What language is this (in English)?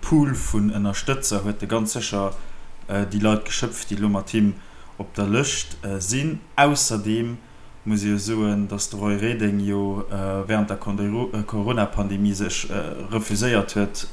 Luxembourgish